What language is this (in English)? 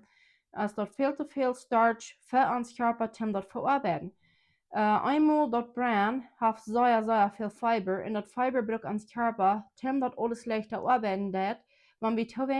Plautdietsch